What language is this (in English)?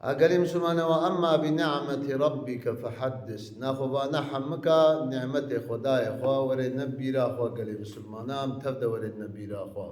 Kurdish